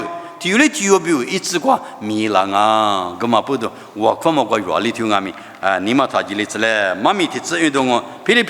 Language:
Lisu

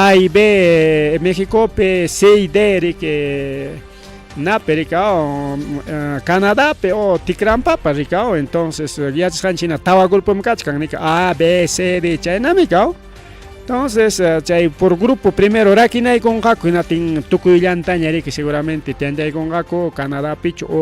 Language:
Ayacucho Quechua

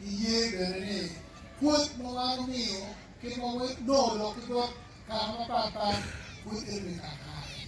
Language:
Acoli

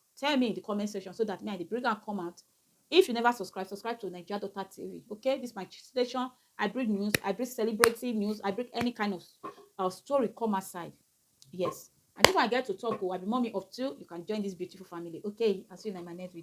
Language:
Nigerian Pidgin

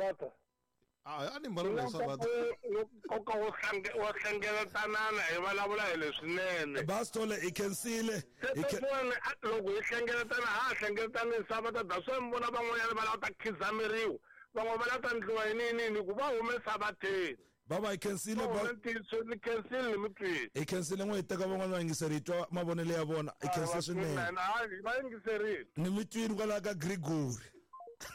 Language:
Tsonga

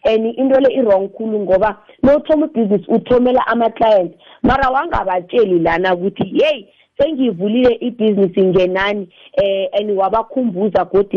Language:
South Ndebele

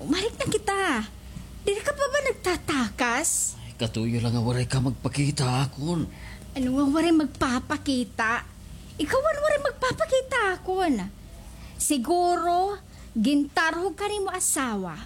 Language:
Waray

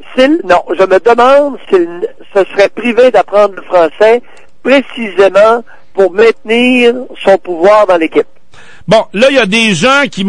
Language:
French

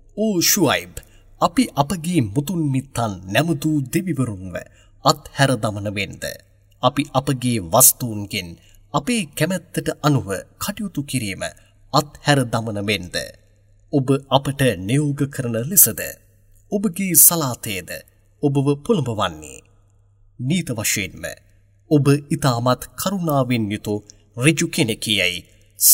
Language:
Sinhala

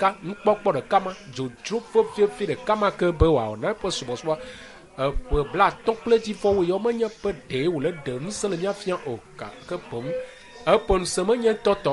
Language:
Ewe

